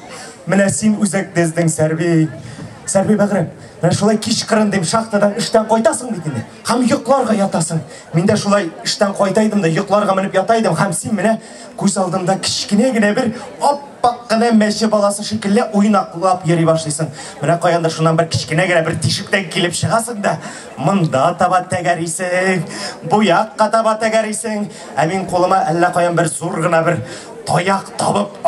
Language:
Tatar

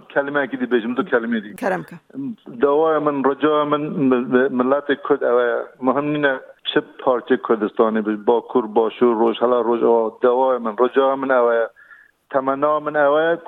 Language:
Kurdish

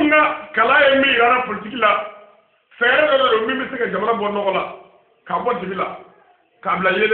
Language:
Bambara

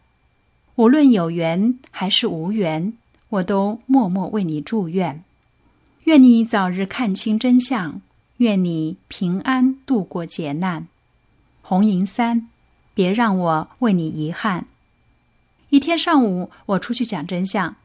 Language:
Chinese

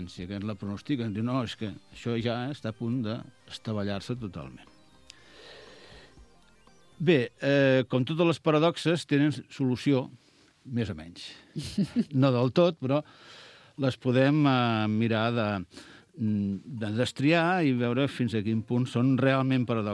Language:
Catalan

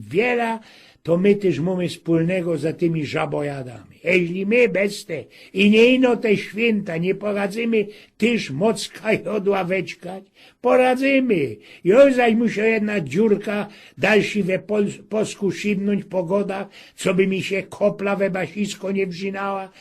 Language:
Silesian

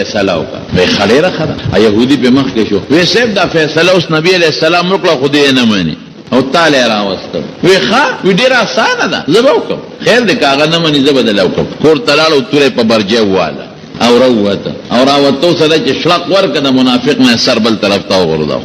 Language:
Pashto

